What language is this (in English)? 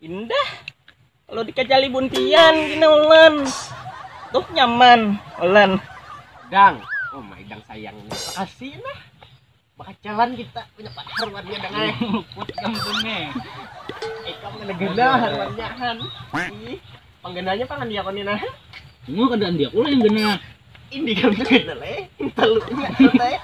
Banjar